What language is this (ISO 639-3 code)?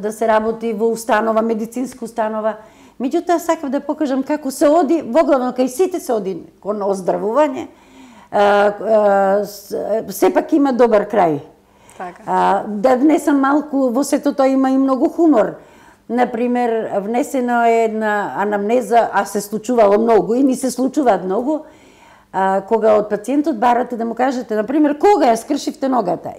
mkd